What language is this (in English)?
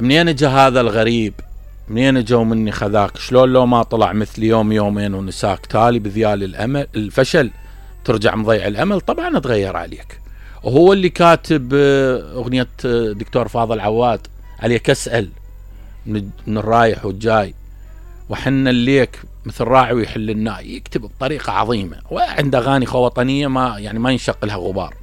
Mesopotamian Arabic